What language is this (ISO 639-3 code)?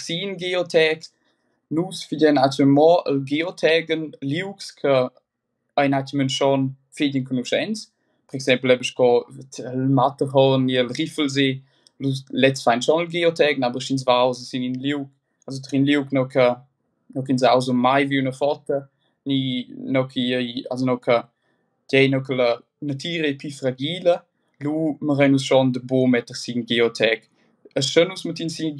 roh